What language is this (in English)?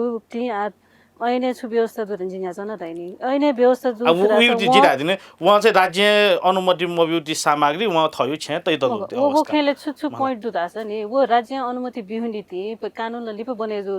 Newari